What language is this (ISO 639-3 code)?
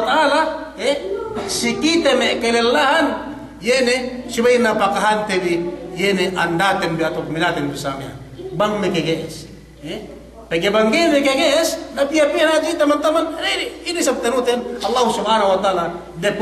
yka